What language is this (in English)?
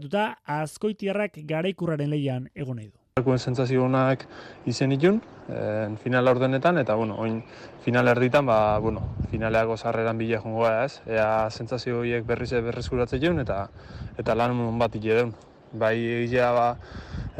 Basque